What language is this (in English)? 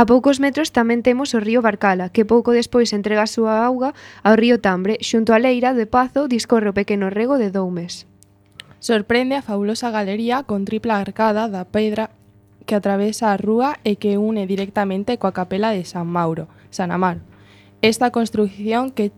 Galician